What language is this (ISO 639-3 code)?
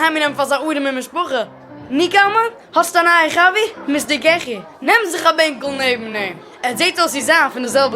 yid